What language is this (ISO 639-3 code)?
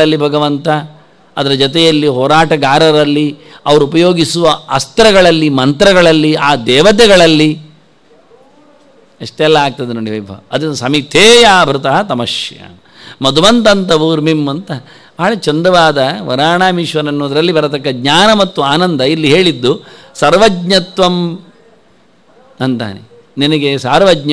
kan